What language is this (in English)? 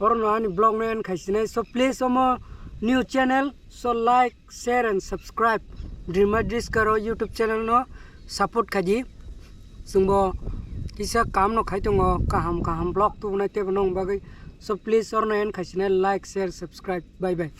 Kok Borok